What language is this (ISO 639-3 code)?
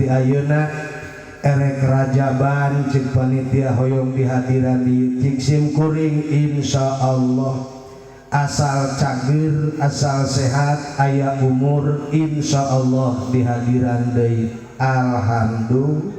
sun